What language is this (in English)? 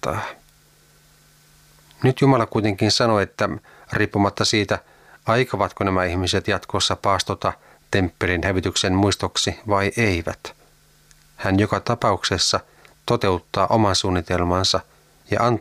Finnish